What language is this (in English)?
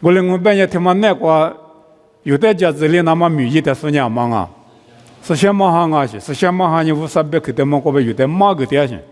Lisu